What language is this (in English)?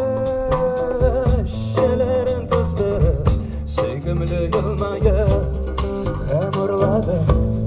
Kazakh